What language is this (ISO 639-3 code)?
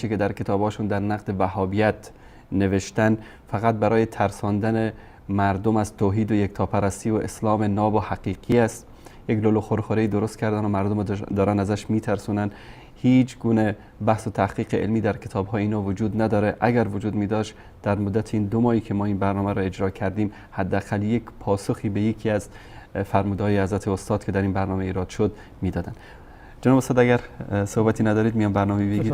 fas